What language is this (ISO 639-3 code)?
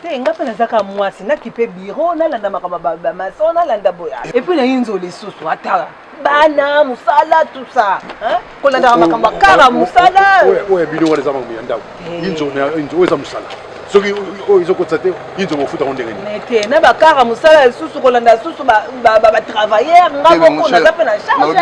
lin